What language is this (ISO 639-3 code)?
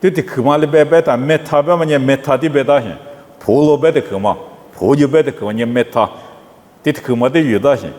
lis